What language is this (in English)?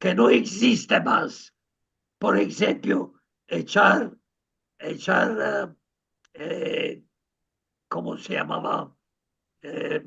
Ladino